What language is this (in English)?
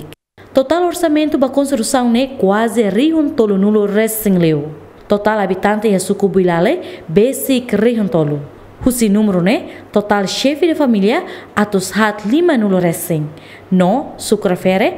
Tetum